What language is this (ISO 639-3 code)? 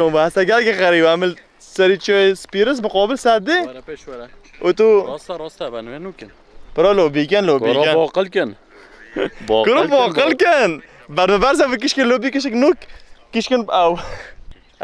kur